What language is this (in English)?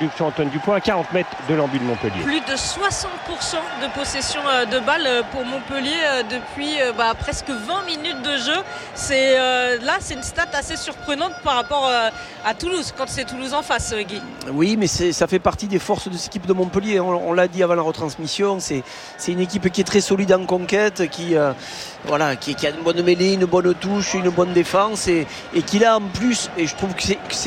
French